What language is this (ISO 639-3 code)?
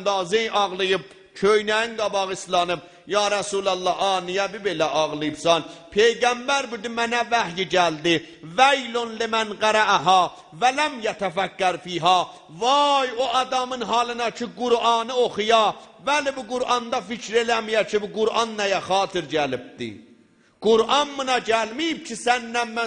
azb